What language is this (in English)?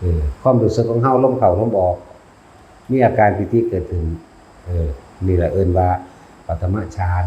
Lao